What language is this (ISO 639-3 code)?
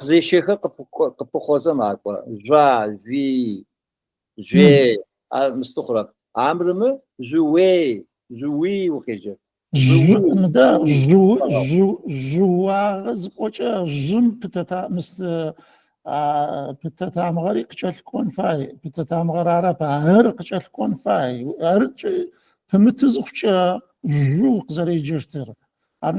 ady